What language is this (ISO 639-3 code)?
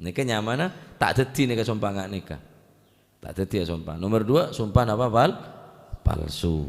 mad